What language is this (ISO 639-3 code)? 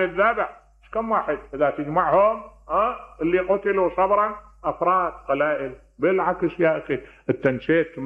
acm